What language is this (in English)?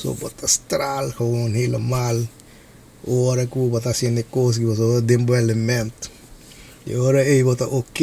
Papiamento